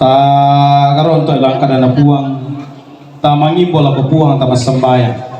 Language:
Toraja-Sa'dan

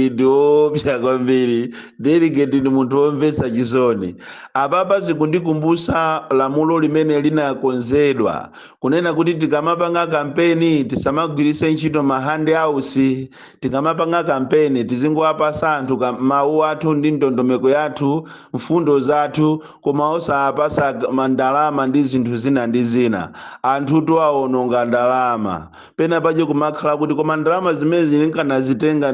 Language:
Nyanja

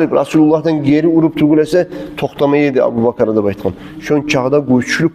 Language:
Kumyk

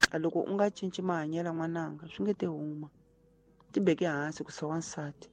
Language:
Tsonga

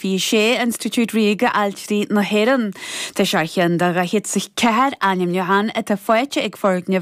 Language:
Irish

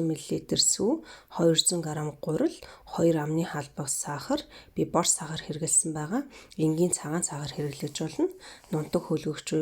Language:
Mongolian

